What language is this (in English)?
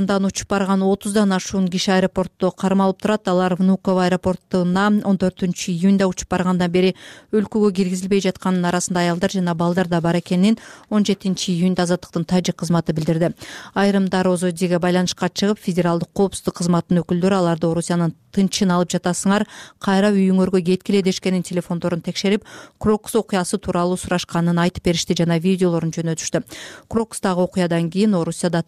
Kyrgyz